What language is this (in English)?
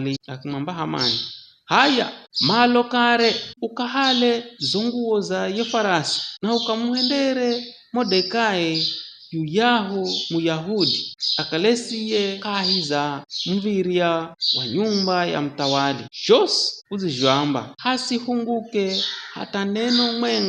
Giryama